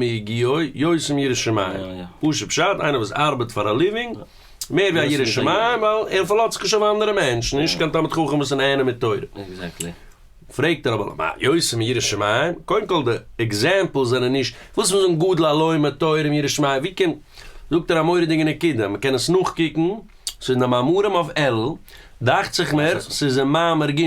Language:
Yiddish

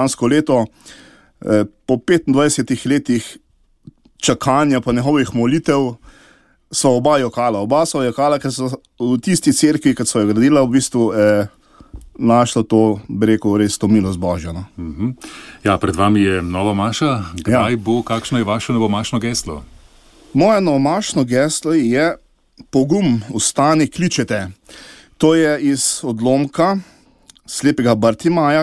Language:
Slovenian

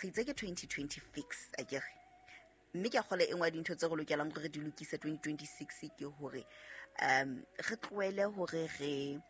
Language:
Southern Sotho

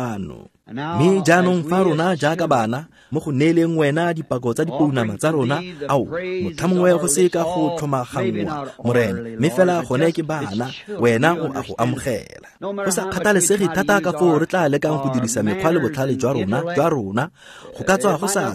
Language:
Tswana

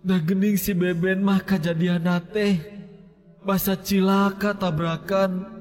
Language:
Sundanese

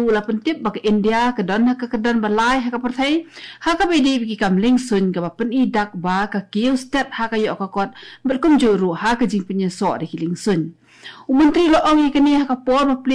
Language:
Khasi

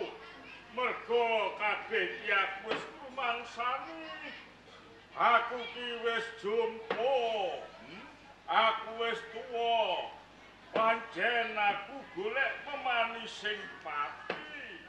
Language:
Javanese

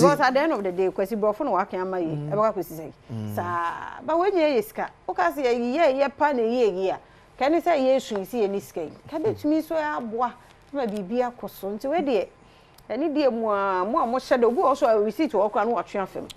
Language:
Akan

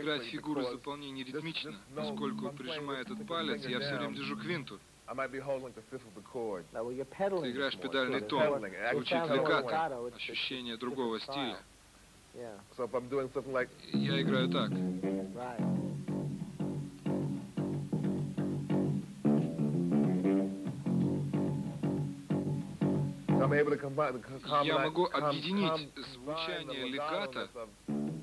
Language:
Russian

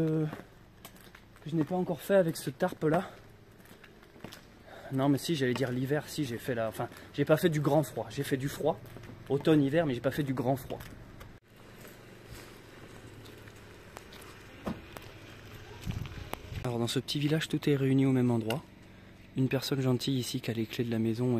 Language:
French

